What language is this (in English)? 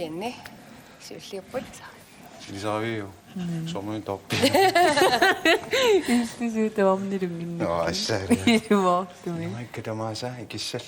Kalaallisut